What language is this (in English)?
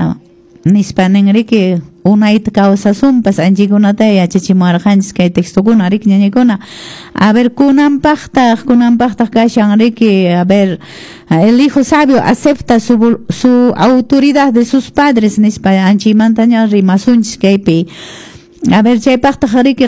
Quechua